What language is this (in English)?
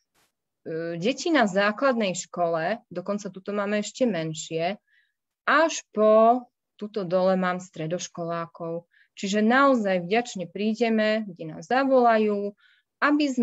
Slovak